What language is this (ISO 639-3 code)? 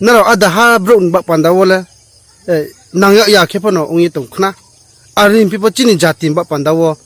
ria